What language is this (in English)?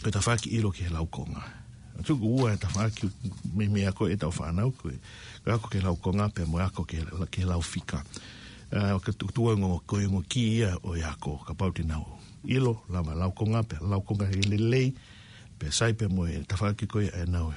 Tongan